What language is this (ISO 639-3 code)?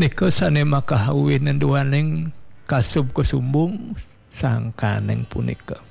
ban